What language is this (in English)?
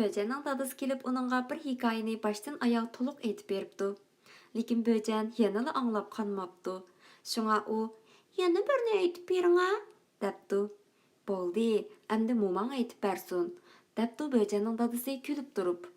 Uyghur